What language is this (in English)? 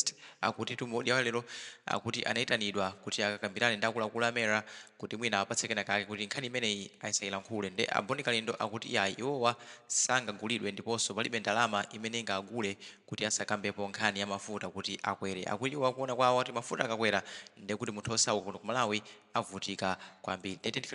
Nyanja